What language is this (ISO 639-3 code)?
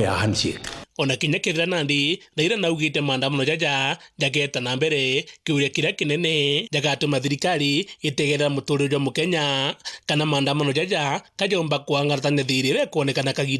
mer